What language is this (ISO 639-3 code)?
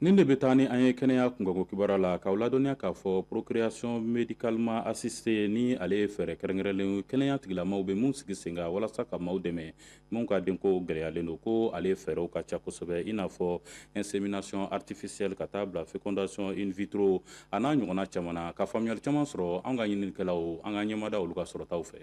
bam